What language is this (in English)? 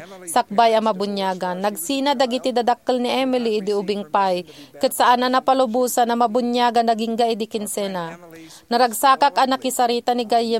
Iloko